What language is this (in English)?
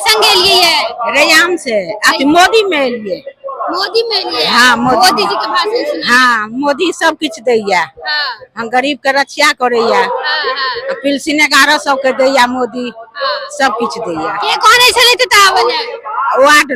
Maithili